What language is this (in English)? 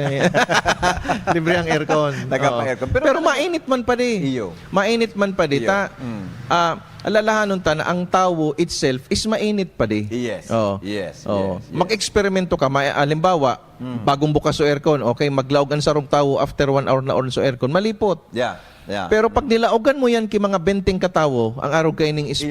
Bikol